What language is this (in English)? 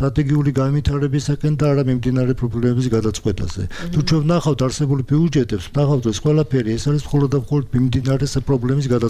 Georgian